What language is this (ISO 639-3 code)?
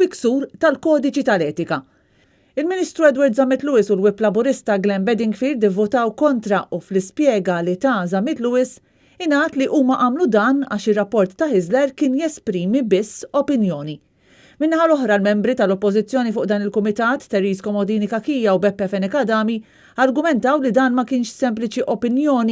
mlt